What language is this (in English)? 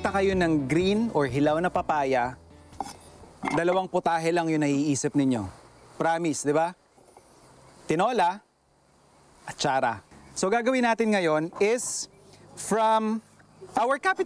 Filipino